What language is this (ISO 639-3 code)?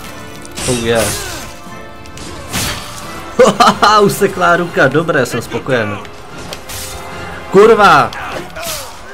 ces